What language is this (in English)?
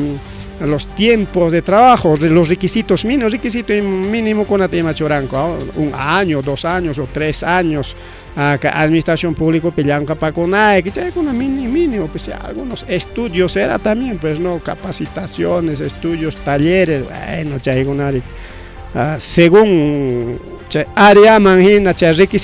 Ayacucho Quechua